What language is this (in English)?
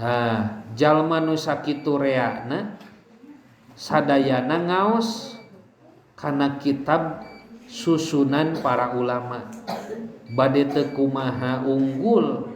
Sundanese